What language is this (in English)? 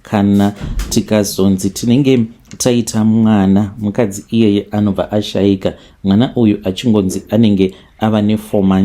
Shona